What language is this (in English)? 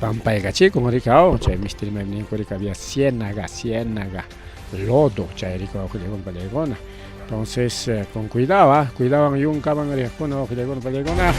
Ayacucho Quechua